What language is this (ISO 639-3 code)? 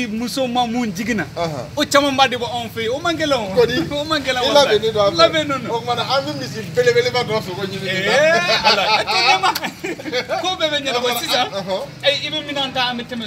bam